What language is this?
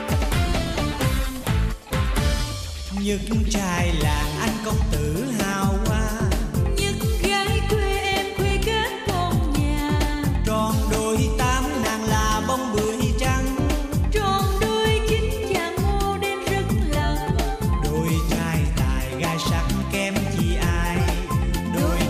Vietnamese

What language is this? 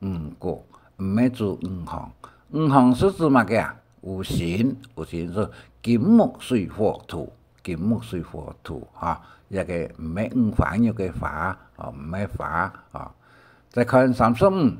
Hakka Chinese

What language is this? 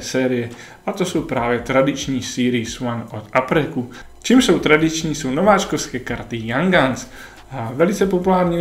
Czech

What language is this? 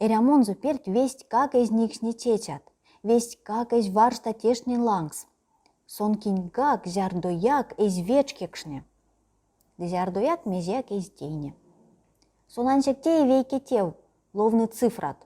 Erzya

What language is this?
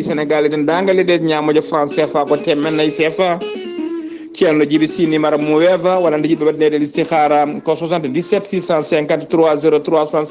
Fula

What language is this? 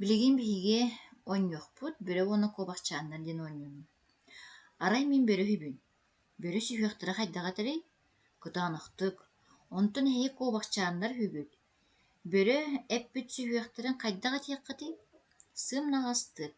Yakut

